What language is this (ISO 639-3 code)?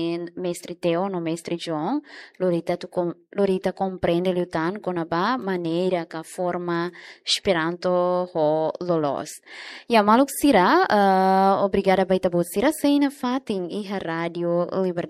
tet